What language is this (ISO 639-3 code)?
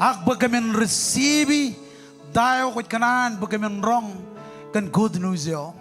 mah